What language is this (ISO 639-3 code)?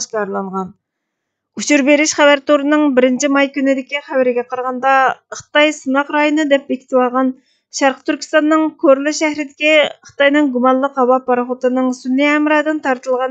uig